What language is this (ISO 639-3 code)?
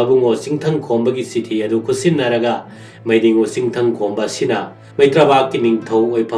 mni